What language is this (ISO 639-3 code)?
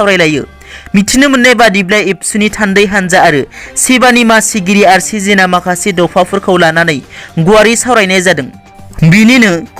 brx